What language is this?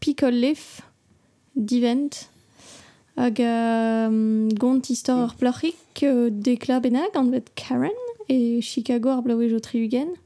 Breton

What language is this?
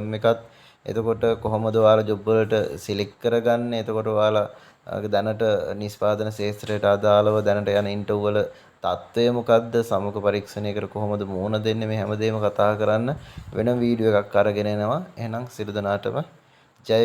Sinhala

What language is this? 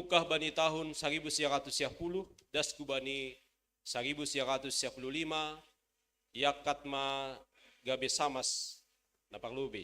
Batak Simalungun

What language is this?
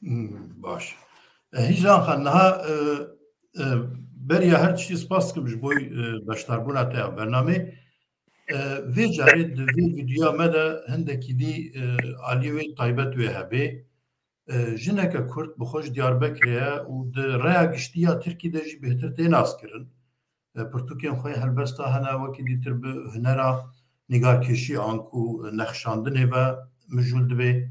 Kurdish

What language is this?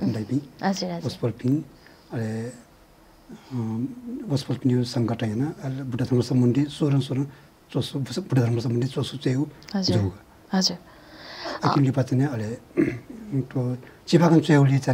Newari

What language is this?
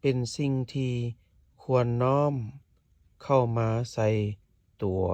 Lao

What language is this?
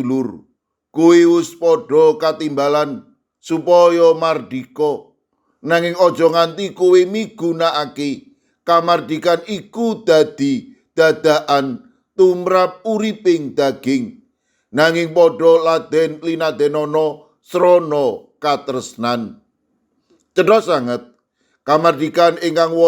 Javanese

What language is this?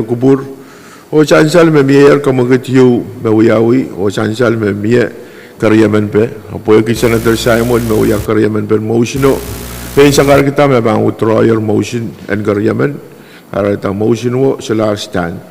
Pohnpeian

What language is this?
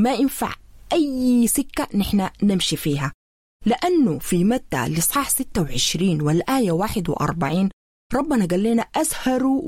Sudanese Arabic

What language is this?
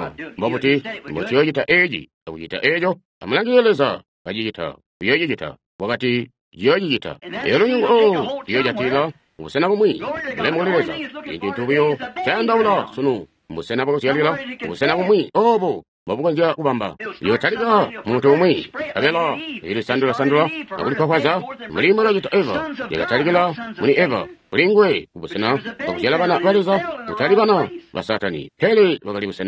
Tonga (Zambia)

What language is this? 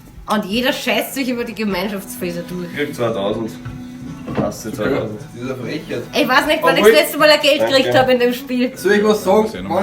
Bavarian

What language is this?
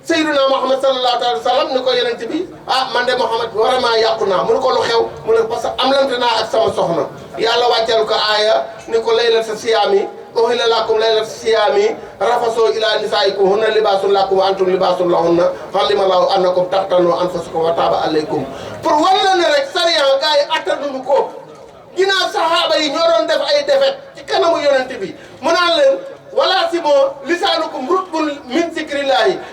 Wolof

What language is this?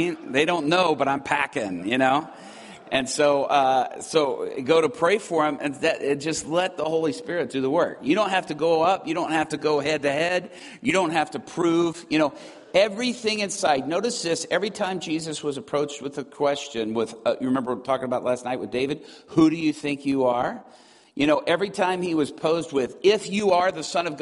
English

